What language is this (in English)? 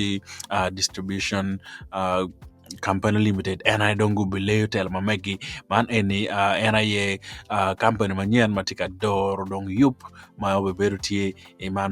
Acoli